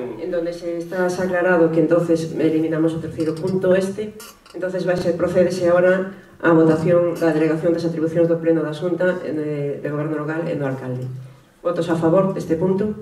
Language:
Galician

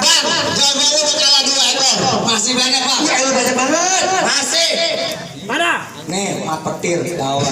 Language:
Betawi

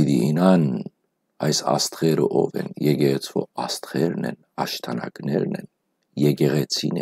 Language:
Western Armenian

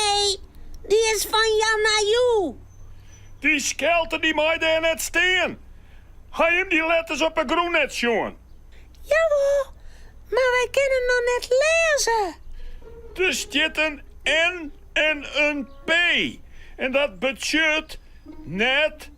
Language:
Western Frisian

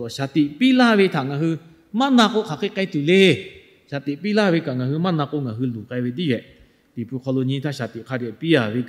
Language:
Lahu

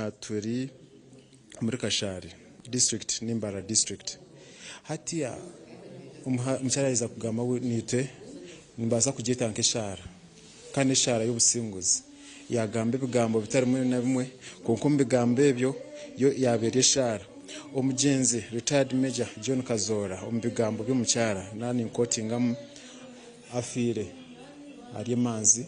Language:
Nyankole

